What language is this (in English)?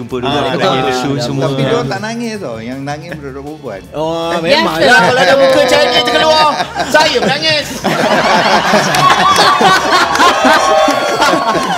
Malay